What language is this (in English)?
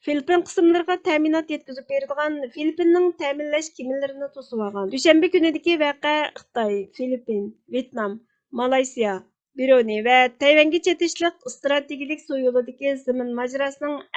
Uyghur